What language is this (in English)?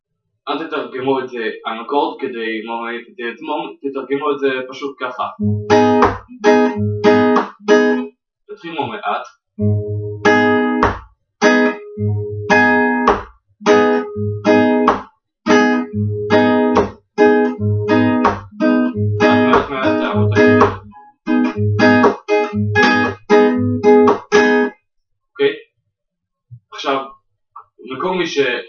Hebrew